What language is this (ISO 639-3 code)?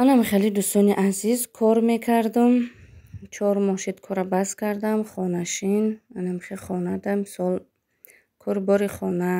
tgk